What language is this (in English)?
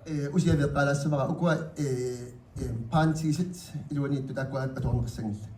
Kalaallisut